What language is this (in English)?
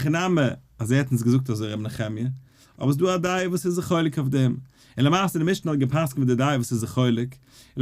Yiddish